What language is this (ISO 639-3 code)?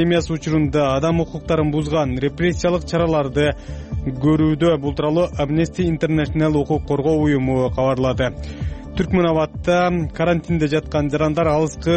kir